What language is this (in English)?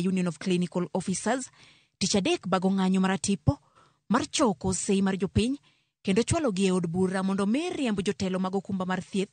Luo (Kenya and Tanzania)